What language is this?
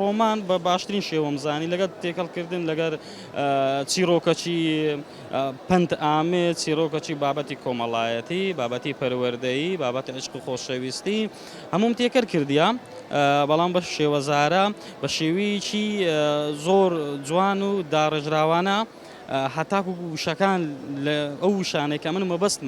Central Kurdish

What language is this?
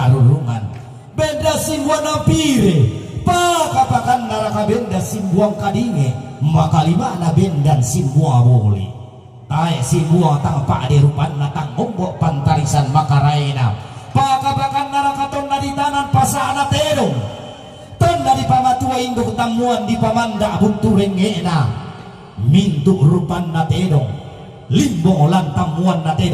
Toraja-Sa'dan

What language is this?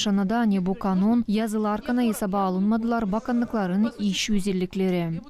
Gagauz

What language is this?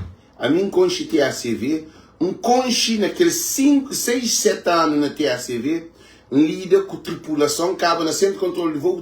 Kabuverdianu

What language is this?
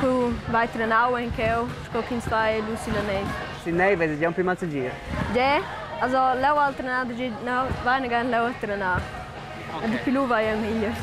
Romansh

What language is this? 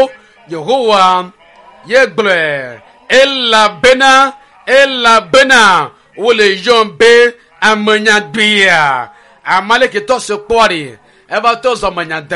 Ewe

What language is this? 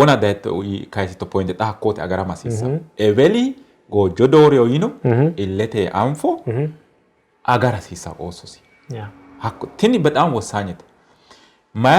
Sidamo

